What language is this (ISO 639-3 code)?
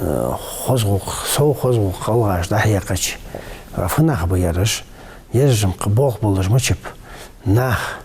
inh